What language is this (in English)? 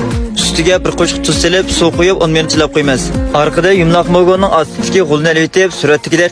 Uyghur